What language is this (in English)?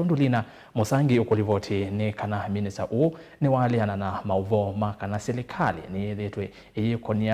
Kamba